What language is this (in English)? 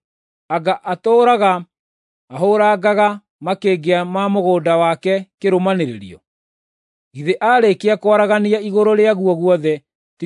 Kikuyu